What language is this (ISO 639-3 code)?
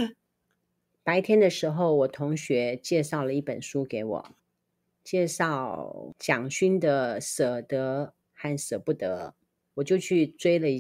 zho